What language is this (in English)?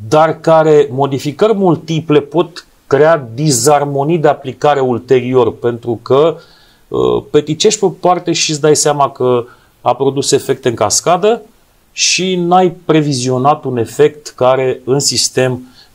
Romanian